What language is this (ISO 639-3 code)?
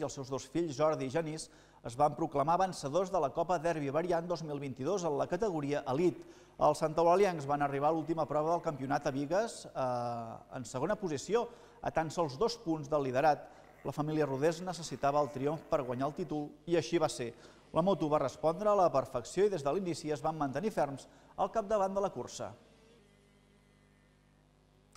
cat